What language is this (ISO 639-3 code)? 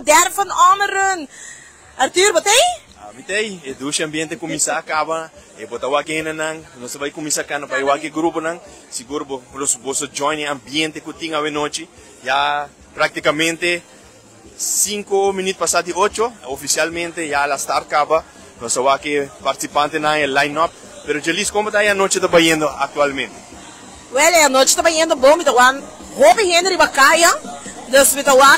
pap